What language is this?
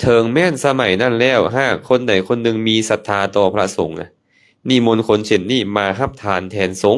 Lao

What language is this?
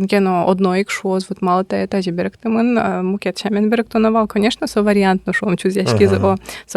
Udmurt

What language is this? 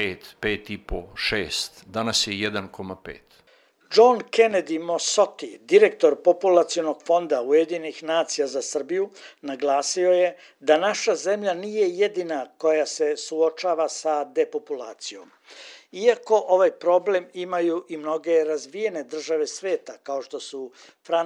Serbian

